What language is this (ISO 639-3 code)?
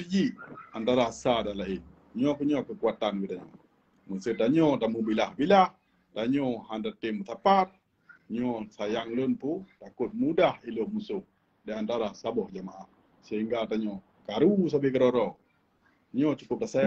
ace